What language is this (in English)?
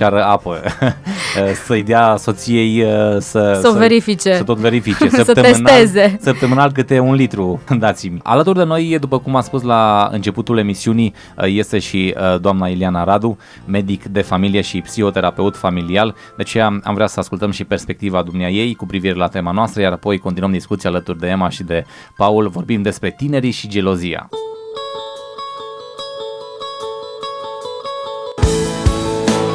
Romanian